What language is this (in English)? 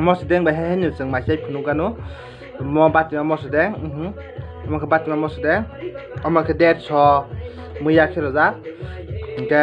Kok Borok